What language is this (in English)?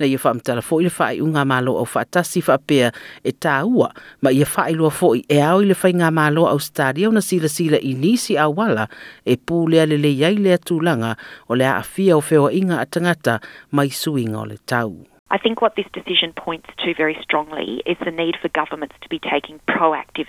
Samoan